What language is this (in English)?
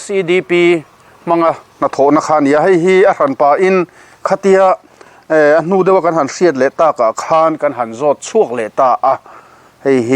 Mizo